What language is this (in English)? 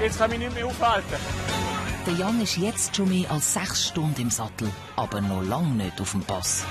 Swiss German